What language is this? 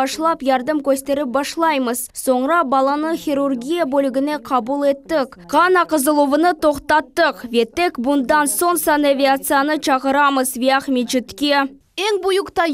Crimean Tatar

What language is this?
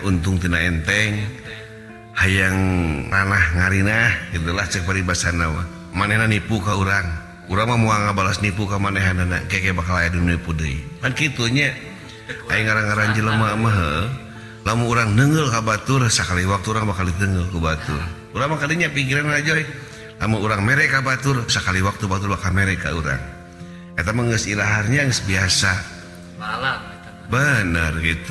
Sundanese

